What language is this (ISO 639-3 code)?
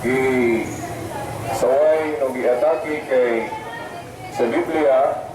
ceb